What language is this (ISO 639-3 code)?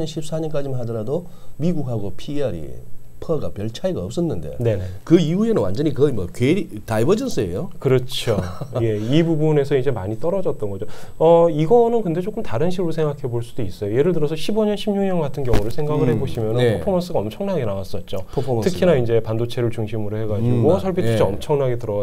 kor